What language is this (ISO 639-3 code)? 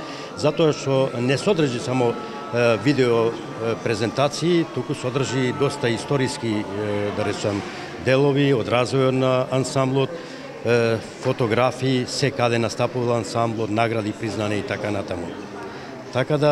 mkd